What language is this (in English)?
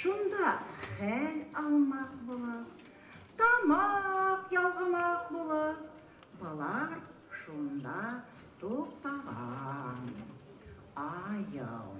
Bashkir